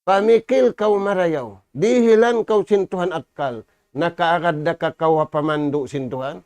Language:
Tausug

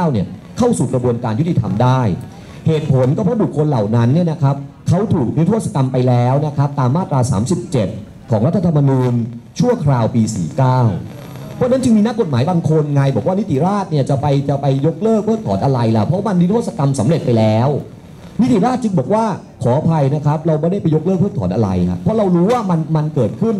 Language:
Thai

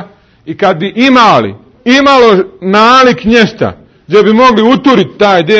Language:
Bosnian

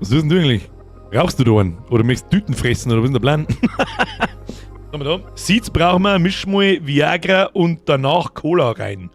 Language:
Bavarian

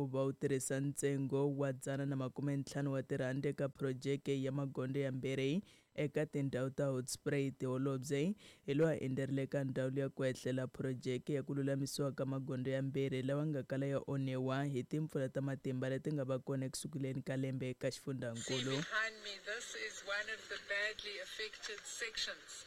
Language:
Tsonga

